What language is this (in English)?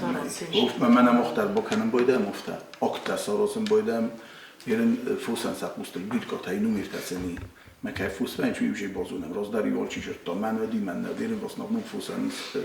Ossetic